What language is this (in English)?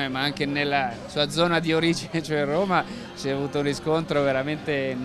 Italian